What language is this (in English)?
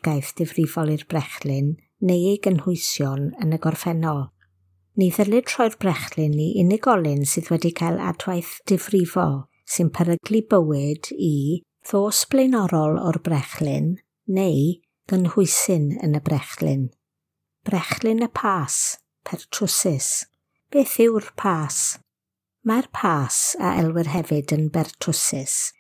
Welsh